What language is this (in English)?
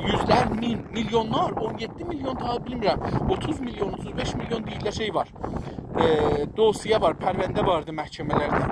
South Azerbaijani